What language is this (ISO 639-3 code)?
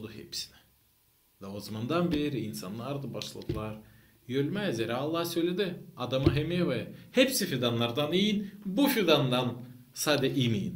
gag